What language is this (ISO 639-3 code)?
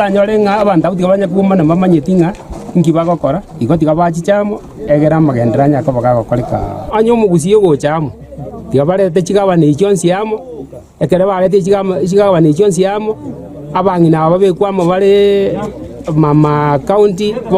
guz